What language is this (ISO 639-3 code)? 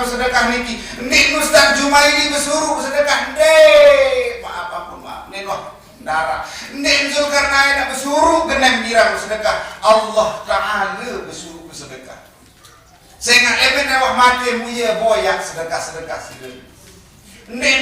sas